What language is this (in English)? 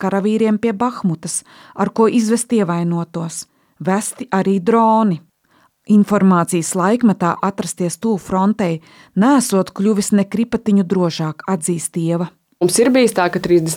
Latvian